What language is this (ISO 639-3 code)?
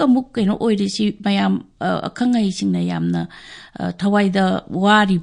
mni